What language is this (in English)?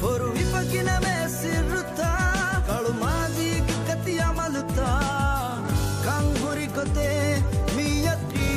Divehi